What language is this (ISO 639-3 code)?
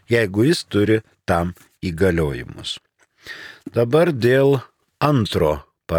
lit